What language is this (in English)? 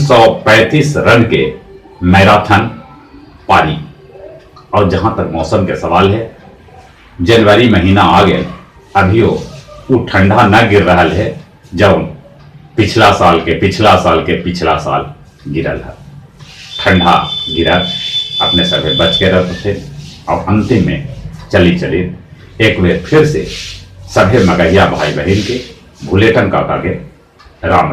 Magahi